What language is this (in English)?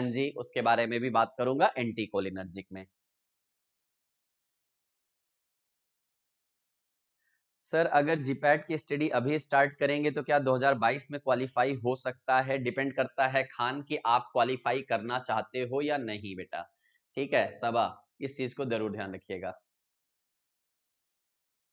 Hindi